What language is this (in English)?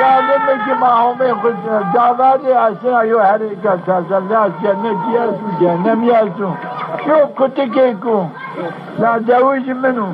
Zaza